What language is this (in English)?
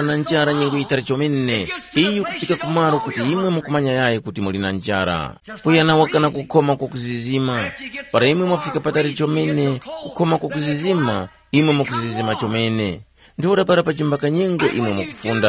Tumbuka